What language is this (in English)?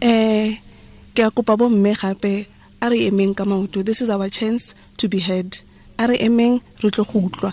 Tswana